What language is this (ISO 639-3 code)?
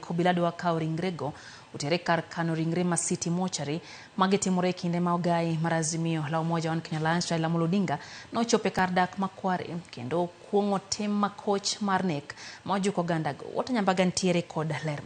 luo